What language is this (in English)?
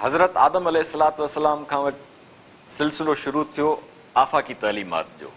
Sindhi